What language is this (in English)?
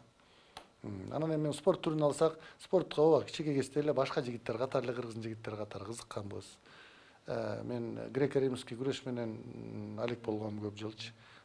Kyrgyz